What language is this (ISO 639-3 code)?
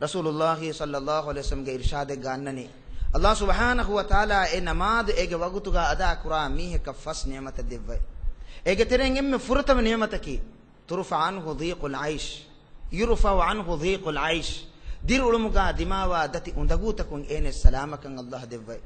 div